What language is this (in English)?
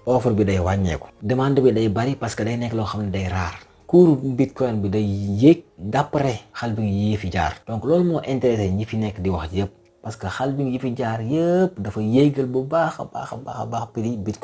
Wolof